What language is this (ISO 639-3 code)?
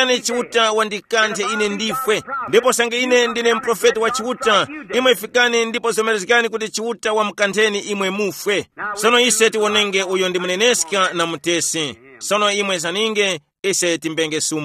tum